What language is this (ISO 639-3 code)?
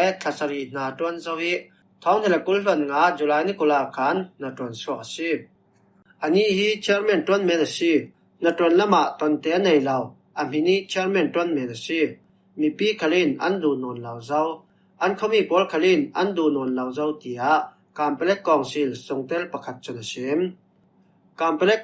cfm